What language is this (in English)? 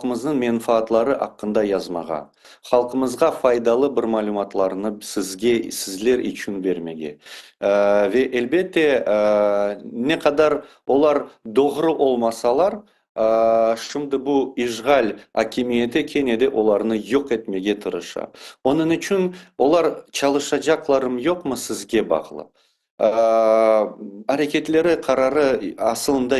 Crimean Tatar